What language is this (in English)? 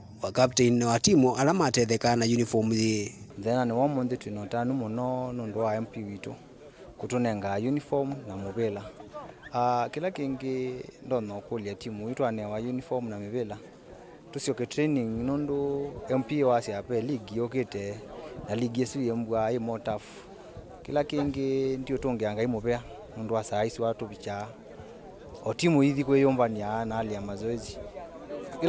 Kamba